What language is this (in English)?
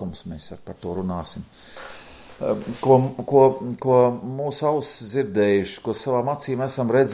Latvian